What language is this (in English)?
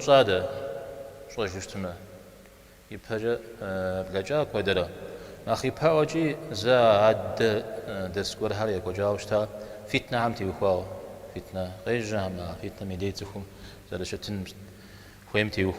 Kabardian